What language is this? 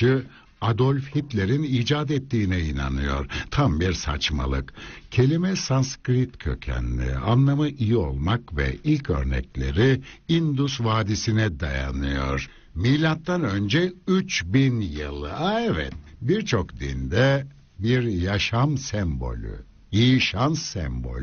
Turkish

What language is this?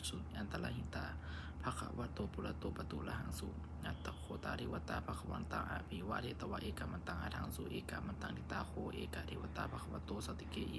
Pali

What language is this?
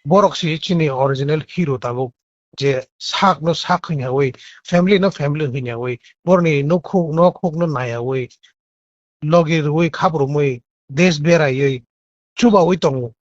Kok Borok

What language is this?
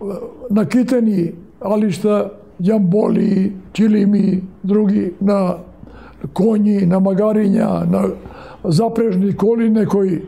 Macedonian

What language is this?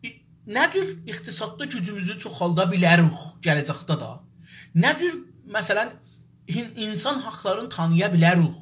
South Azerbaijani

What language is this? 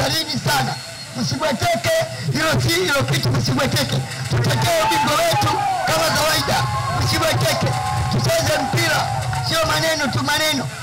Swahili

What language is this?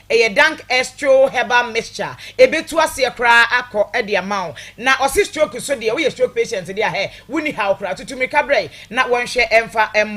Akan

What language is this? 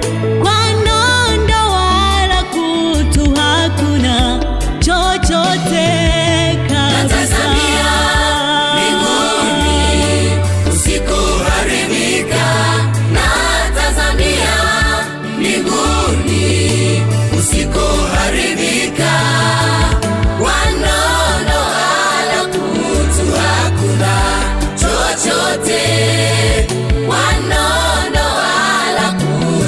Swahili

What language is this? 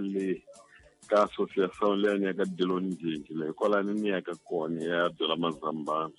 Tsonga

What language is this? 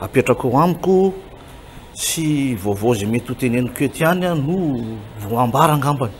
Malagasy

